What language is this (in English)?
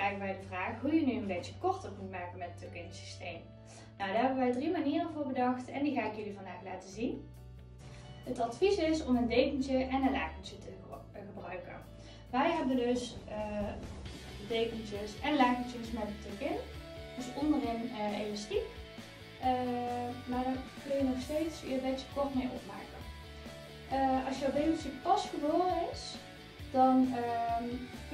Dutch